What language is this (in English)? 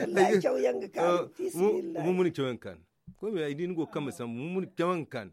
Zarma